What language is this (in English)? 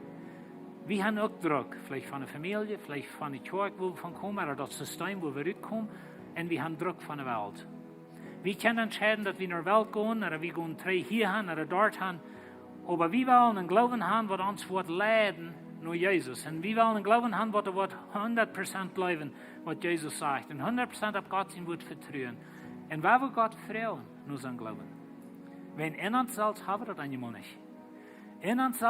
Plautdietsch